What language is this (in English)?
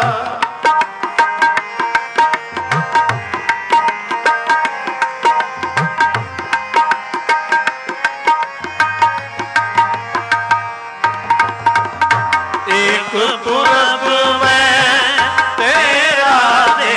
Punjabi